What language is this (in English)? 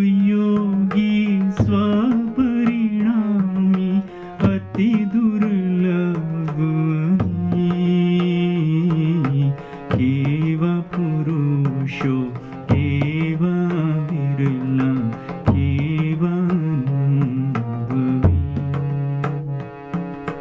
Gujarati